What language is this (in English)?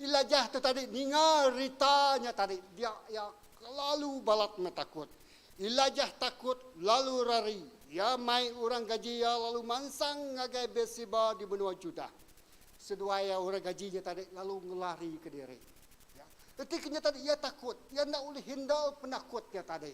Iban